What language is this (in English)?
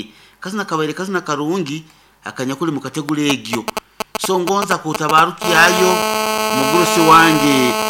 Nyoro